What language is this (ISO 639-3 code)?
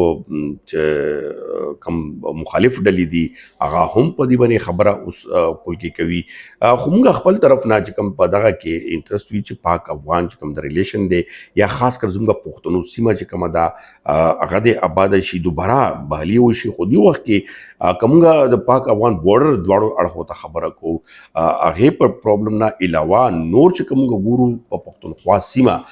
pus